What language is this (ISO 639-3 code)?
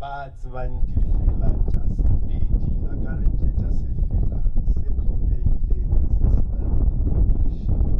nso